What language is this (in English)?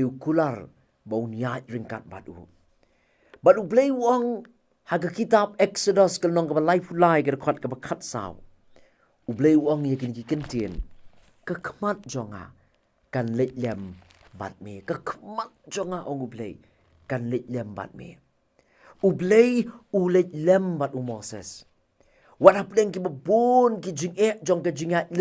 Khasi